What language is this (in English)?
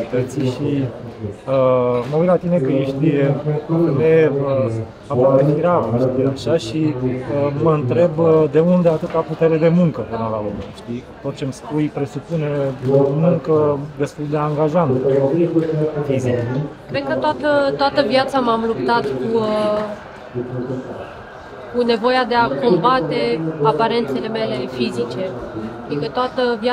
Romanian